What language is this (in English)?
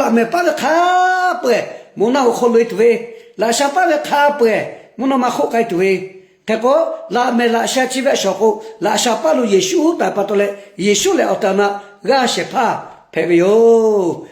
Lahu